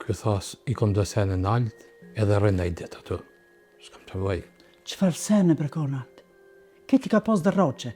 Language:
Albanian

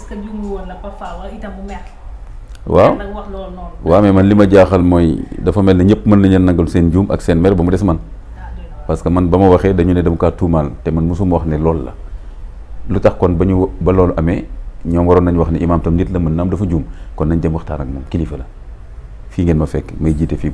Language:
Wolof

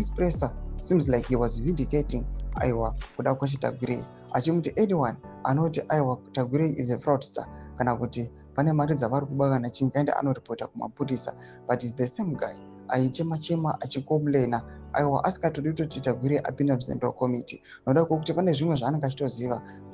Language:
Shona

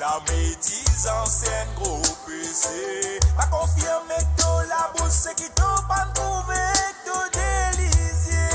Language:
Morisyen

